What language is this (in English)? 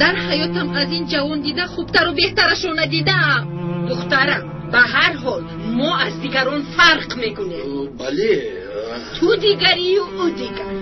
Tajik